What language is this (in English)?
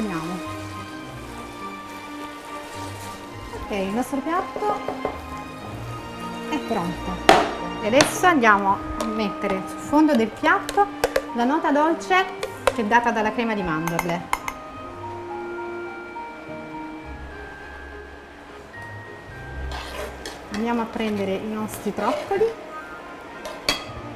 Italian